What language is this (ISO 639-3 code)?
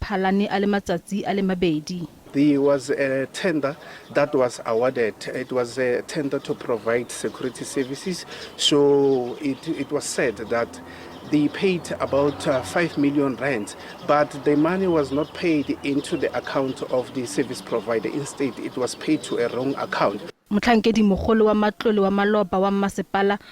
tsn